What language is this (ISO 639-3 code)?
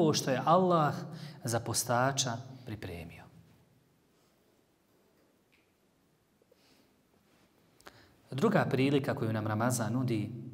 bos